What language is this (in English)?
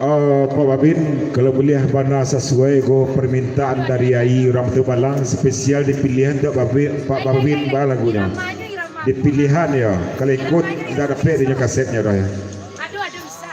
Minangkabau